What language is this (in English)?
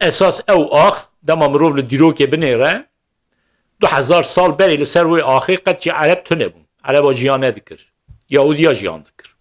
Kurdish